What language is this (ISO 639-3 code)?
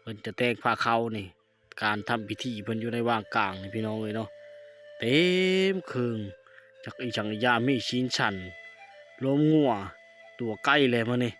lao